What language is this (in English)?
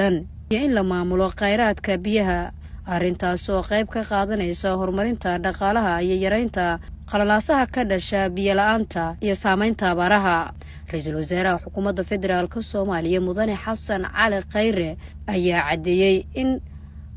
Somali